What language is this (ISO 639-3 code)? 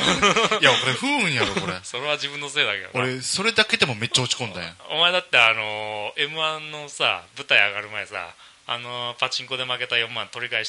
jpn